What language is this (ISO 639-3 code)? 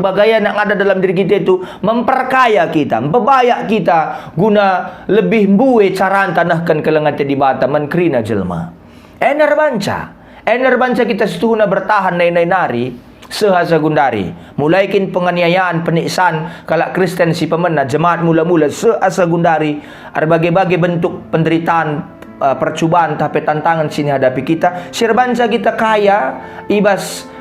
btx